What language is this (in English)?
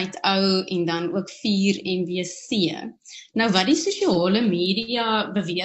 Afrikaans